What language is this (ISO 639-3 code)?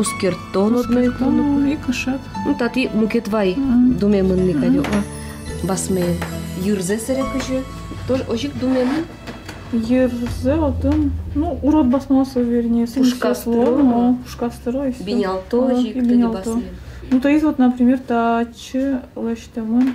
udm